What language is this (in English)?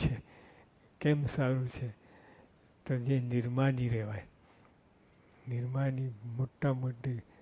Gujarati